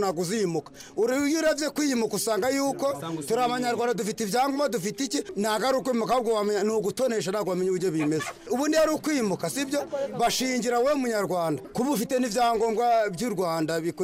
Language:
Kinyarwanda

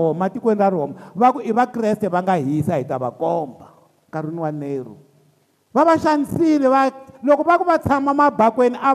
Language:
Tsonga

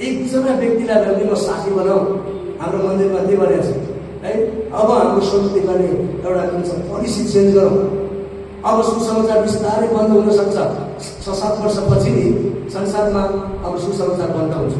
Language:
Nepali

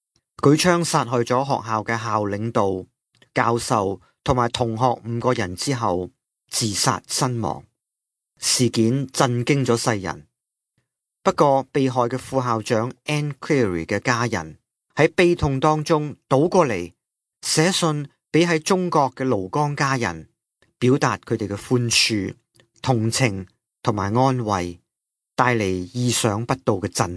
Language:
Cantonese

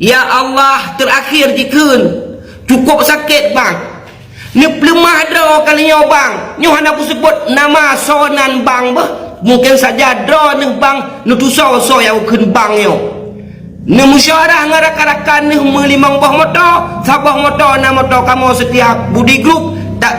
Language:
Achinese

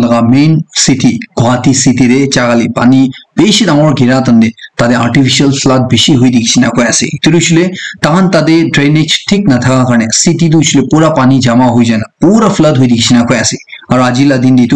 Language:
Naga Pidgin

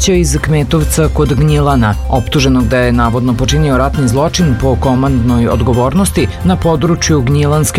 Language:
Serbian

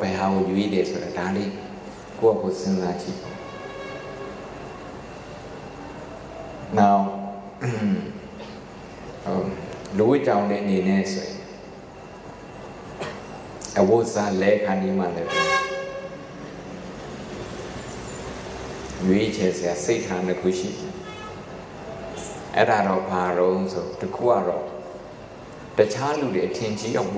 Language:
Burmese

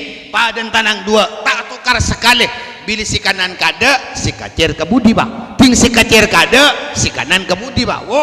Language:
Madurese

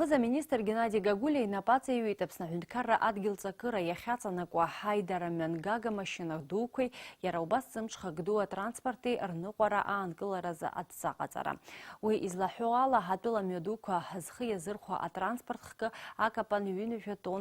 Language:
Abkhazian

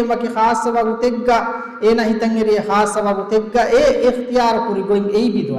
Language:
Divehi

